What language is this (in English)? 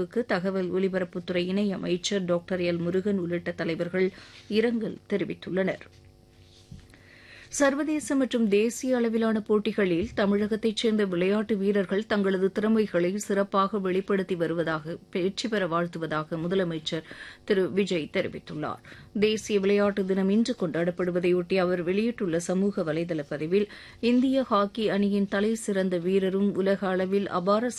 Tamil